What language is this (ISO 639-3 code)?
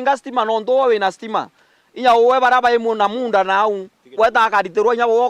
mer